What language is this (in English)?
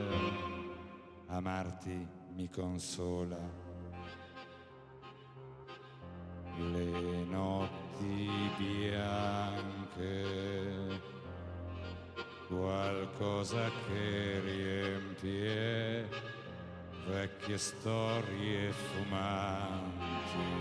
Italian